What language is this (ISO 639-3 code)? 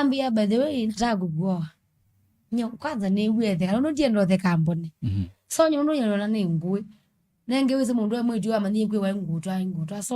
kam